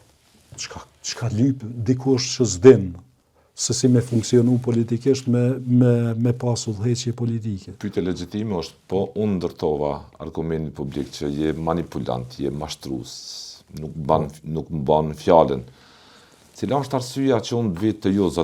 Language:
Albanian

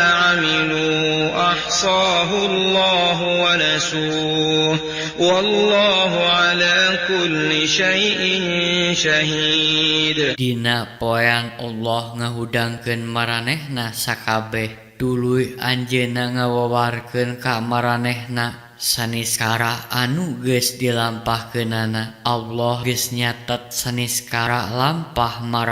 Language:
Sundanese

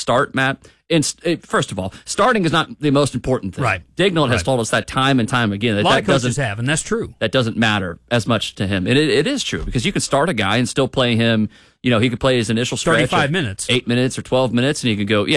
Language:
English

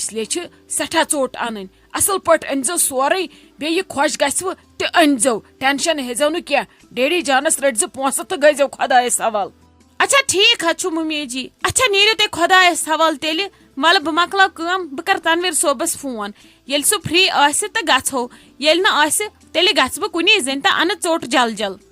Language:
Kashmiri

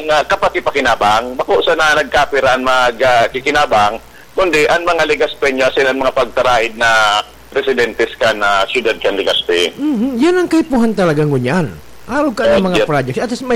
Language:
Bikol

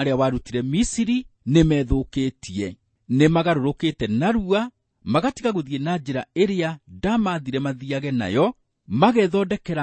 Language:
Kikuyu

